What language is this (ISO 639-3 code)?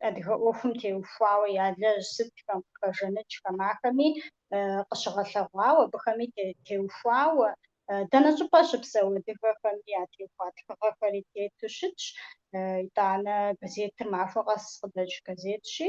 kbd